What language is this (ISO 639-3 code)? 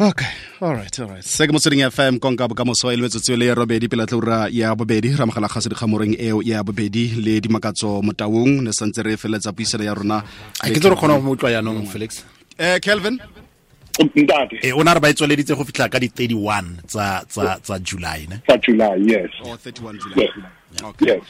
tsn